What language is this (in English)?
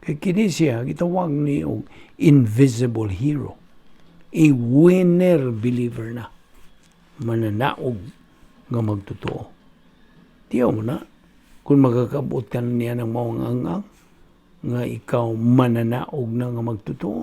Cebuano